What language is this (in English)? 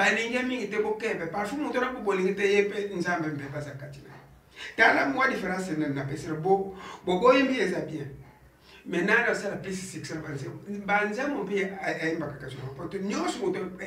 Lingala